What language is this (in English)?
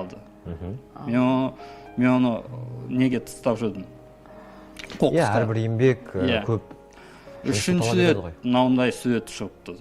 Kazakh